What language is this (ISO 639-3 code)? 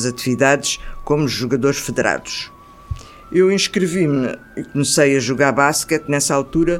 por